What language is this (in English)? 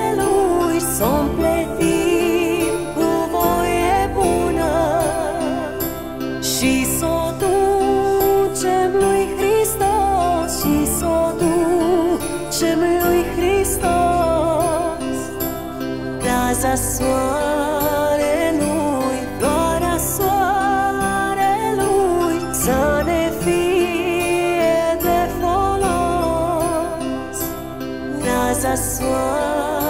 Romanian